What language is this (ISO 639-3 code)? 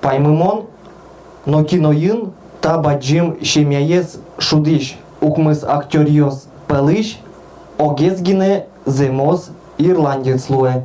udm